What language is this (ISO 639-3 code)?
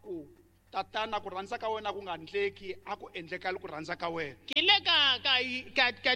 tso